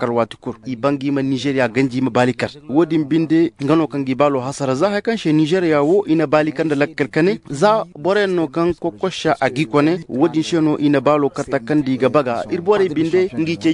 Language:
Zarma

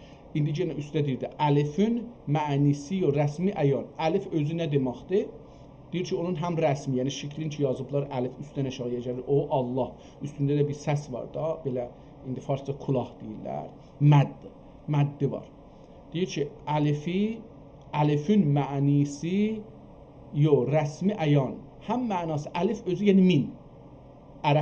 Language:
South Azerbaijani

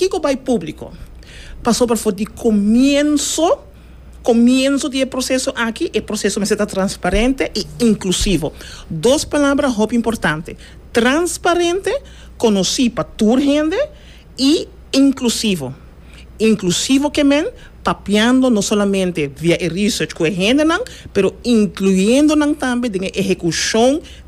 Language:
Papiamento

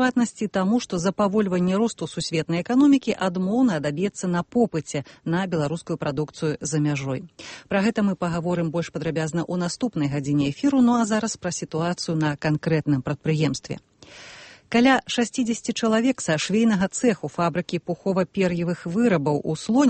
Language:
Belarusian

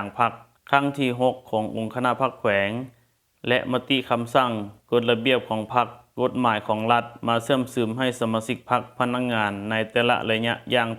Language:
Lao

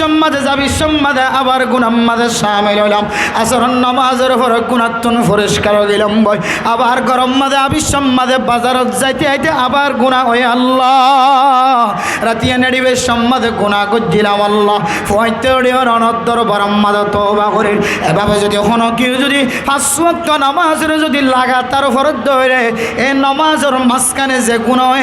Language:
Rohingya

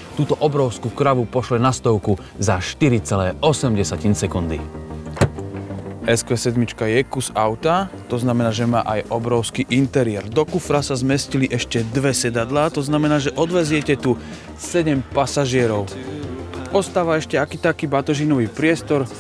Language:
Slovak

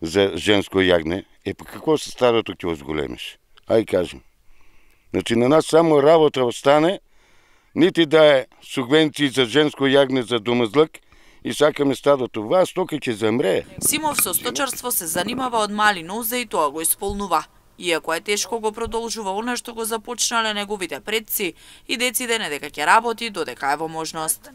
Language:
Macedonian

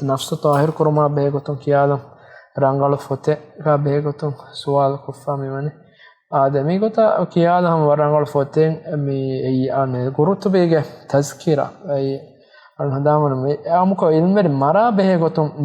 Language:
Divehi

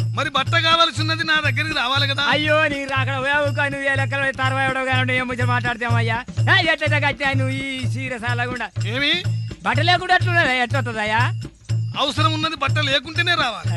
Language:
Telugu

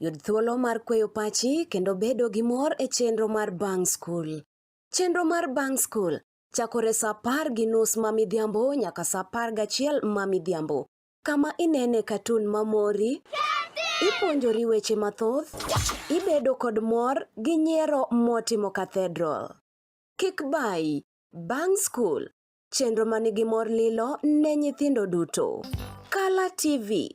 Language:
Luo (Kenya and Tanzania)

